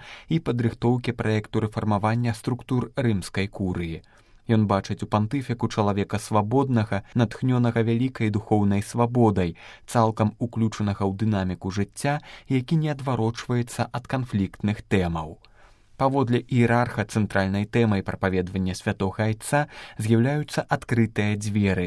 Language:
Belarusian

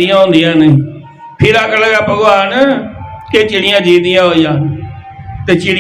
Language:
Dogri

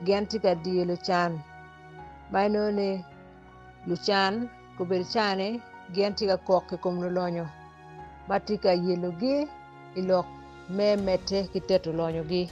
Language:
Acoli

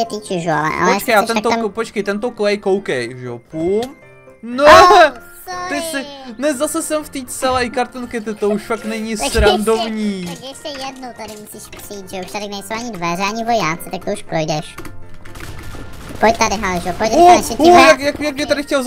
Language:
Czech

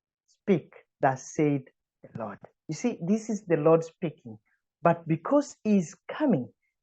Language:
English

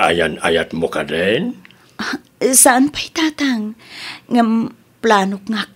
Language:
Iloko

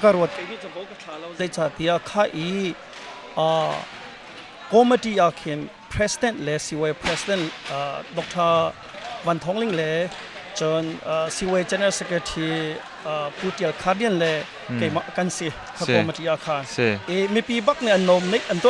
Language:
Hakha Chin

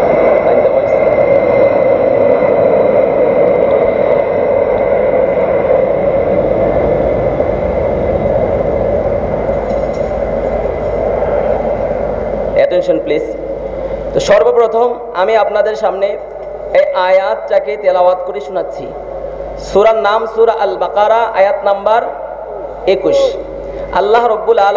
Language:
Bangla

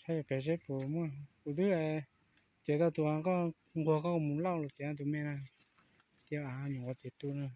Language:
Hmong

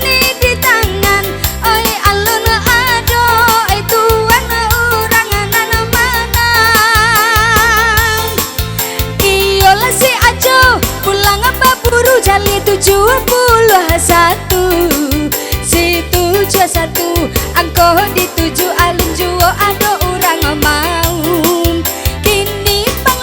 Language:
Minangkabau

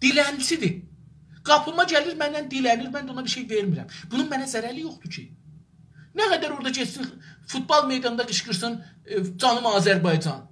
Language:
South Azerbaijani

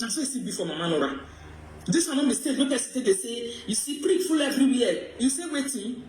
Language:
Nigerian Pidgin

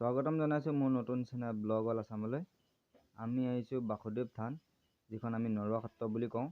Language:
Assamese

